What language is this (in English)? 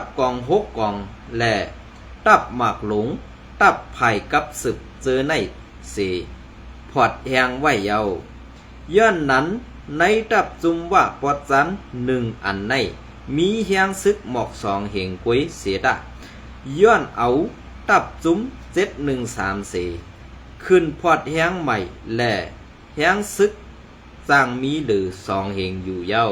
Shan